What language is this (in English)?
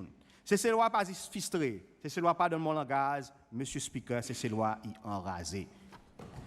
Seselwa Creole French